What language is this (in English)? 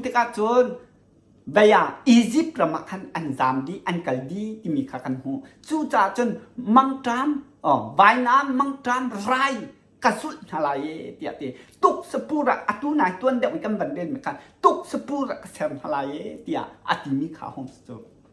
Hakha Chin